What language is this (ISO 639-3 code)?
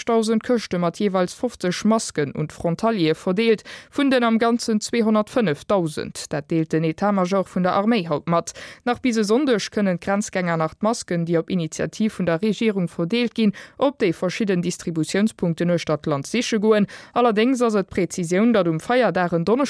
ltz